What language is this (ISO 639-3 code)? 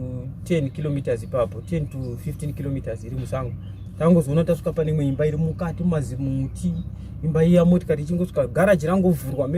sna